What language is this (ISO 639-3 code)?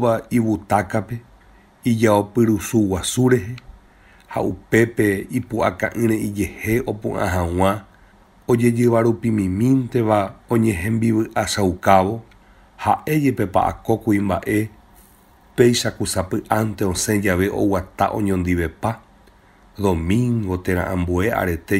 grn